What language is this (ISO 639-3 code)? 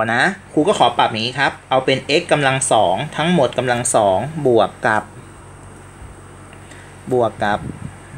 tha